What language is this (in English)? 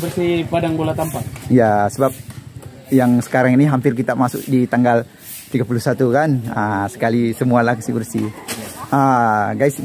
Malay